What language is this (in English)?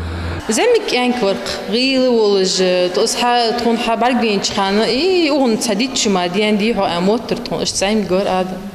Ingush